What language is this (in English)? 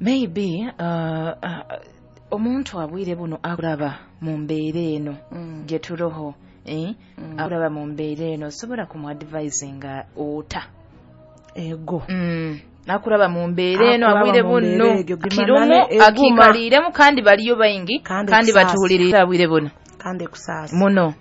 Nyoro